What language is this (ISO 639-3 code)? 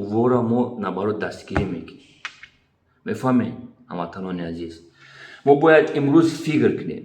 tgk